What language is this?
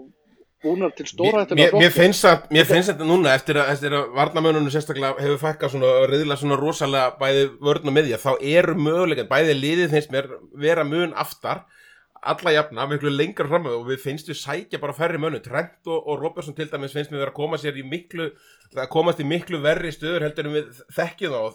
Icelandic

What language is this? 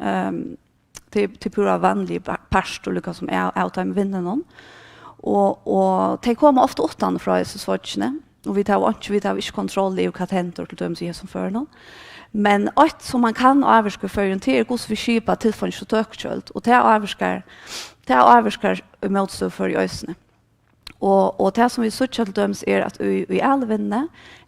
Faroese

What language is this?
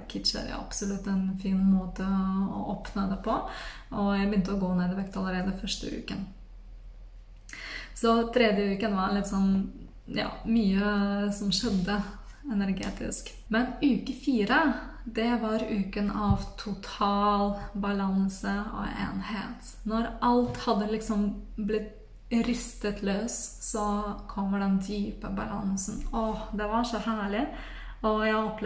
Norwegian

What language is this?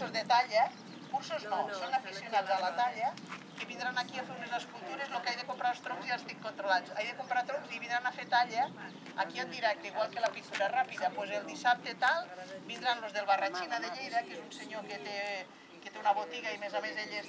Catalan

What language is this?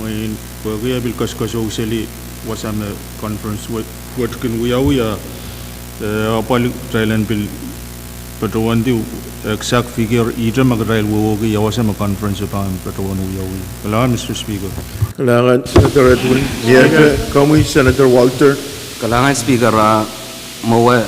Pohnpeian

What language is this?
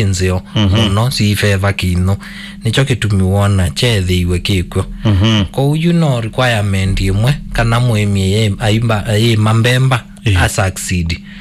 Kamba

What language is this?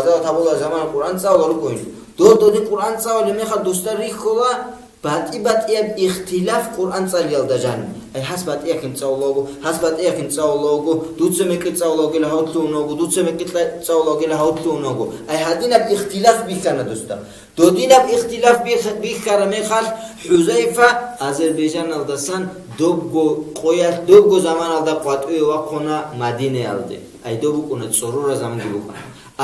Avaric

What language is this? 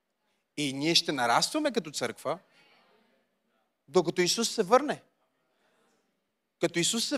Bulgarian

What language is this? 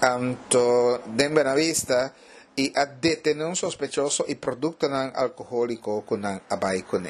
Papiamento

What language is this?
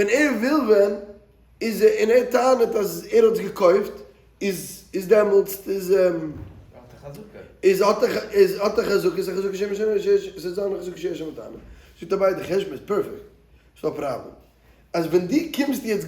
Yiddish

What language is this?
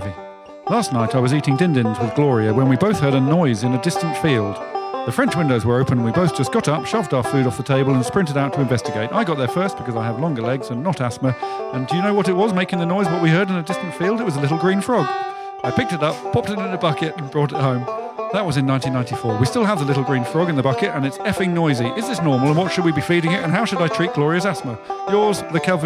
English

